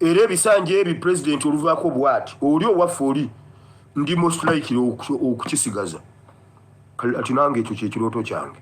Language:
Ganda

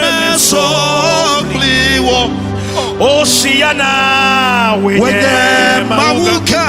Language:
Ewe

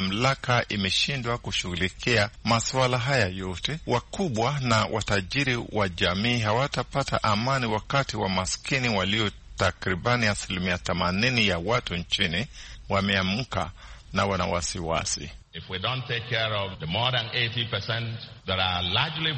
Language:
Swahili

